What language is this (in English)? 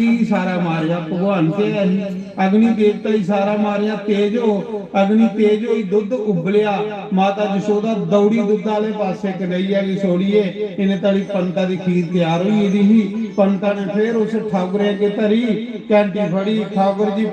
Dogri